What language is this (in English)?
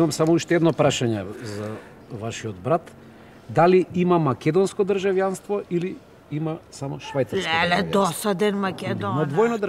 Macedonian